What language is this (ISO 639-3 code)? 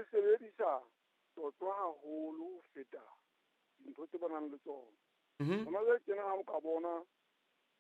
sot